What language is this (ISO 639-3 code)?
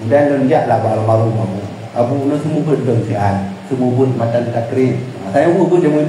ace